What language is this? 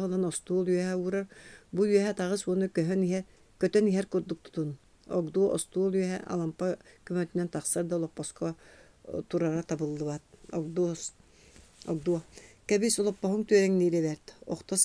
Yakut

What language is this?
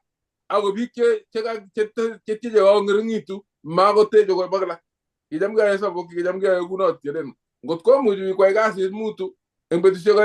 Kalenjin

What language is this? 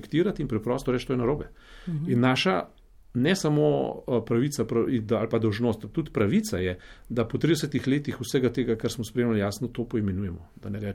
Slovenian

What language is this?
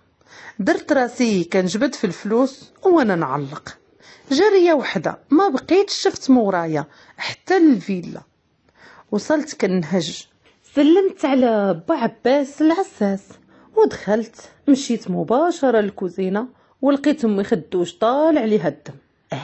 Moroccan Arabic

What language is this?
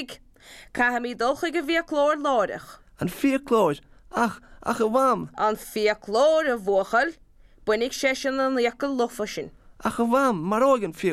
Irish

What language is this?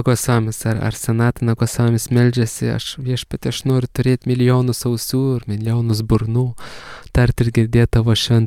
Lithuanian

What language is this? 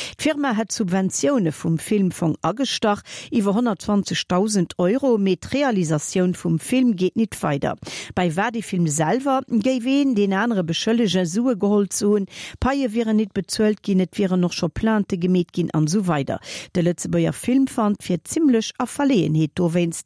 Luxembourgish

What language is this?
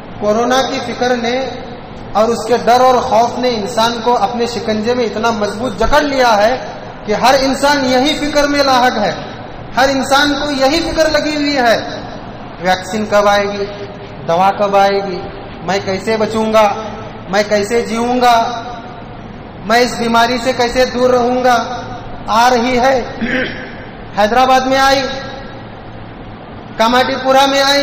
Urdu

